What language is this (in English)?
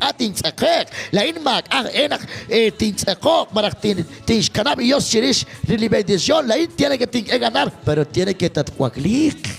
Kekchí